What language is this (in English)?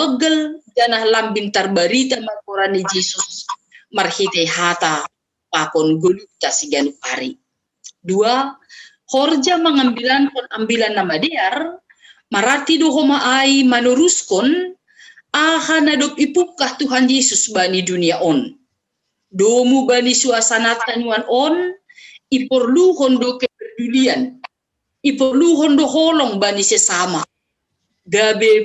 Batak Simalungun